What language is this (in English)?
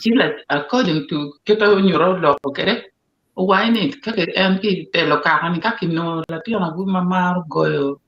Acoli